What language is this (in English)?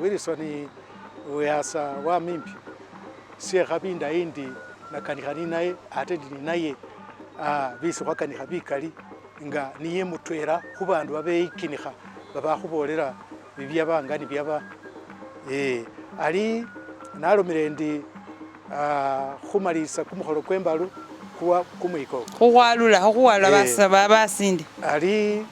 Masaaba